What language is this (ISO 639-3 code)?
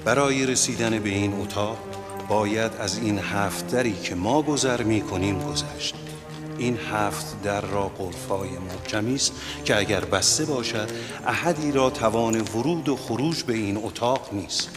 tgk